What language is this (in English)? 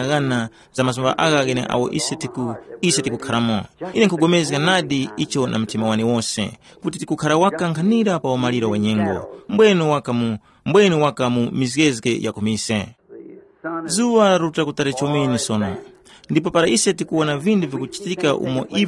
Tumbuka